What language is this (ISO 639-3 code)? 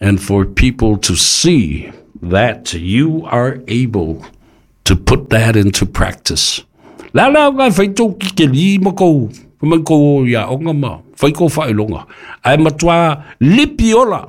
smo